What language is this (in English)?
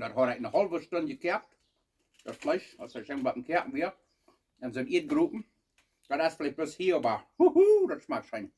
Plautdietsch